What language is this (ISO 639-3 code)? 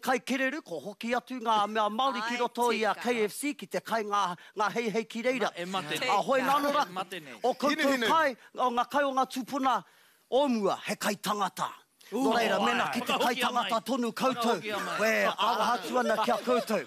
mri